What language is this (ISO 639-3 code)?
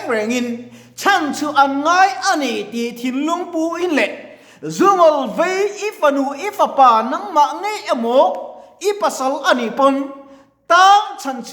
lus